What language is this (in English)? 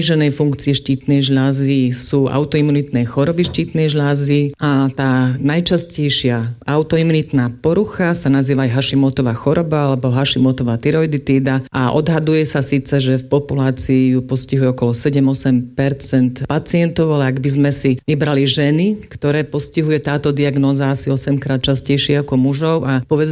Slovak